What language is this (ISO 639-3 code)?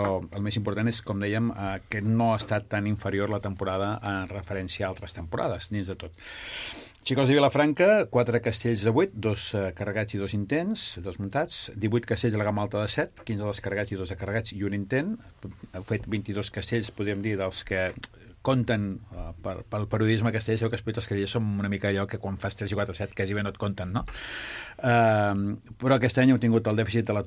cat